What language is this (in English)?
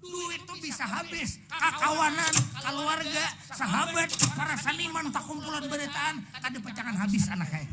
Banjar